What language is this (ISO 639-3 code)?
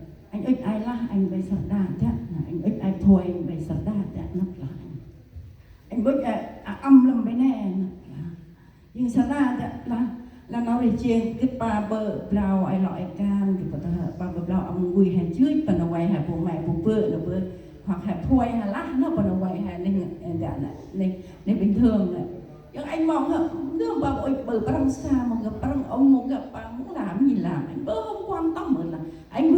cmo